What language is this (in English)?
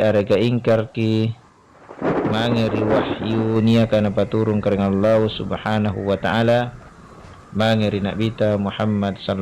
Makasar